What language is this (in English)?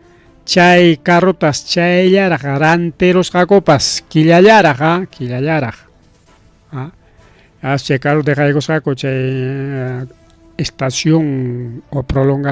Ayacucho Quechua